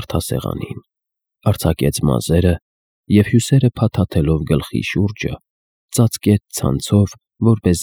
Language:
Armenian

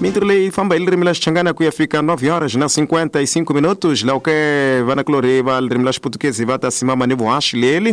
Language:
Tsonga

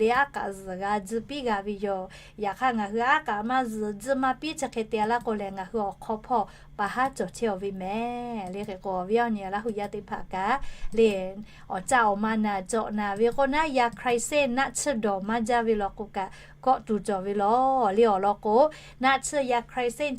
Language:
Lahu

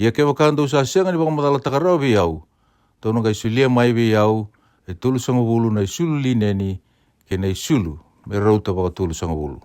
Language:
Fijian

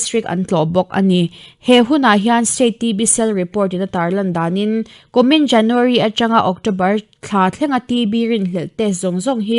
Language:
Mizo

